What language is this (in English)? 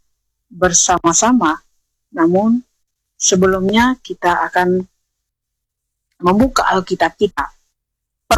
Indonesian